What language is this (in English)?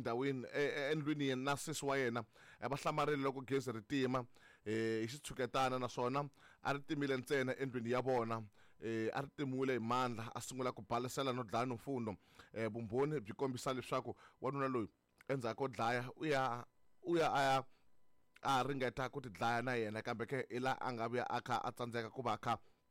Tsonga